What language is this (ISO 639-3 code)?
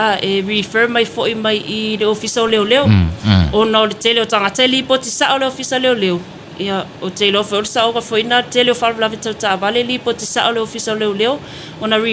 smo